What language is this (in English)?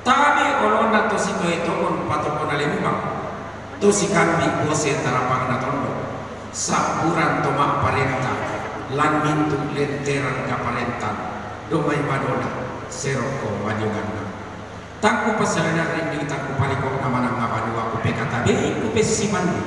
Toraja-Sa'dan